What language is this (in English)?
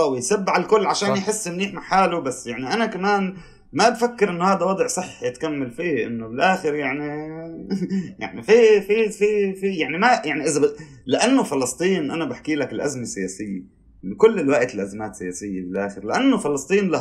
North Levantine Arabic